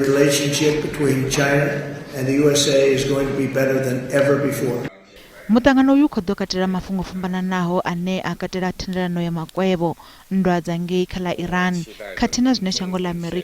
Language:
Venda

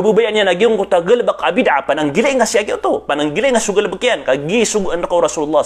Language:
Maranao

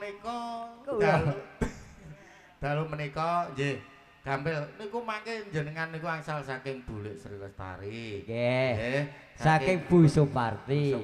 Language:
Javanese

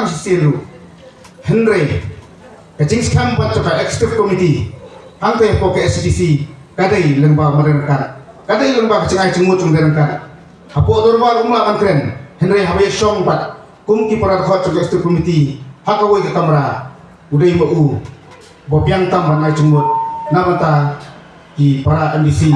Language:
Khasi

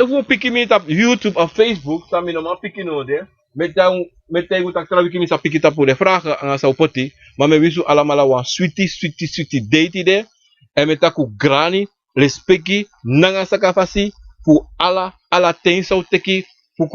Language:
Sranan Tongo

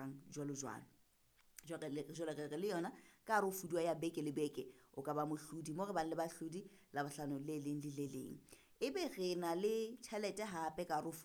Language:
Southern Sotho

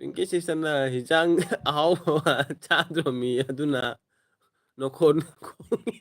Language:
Manipuri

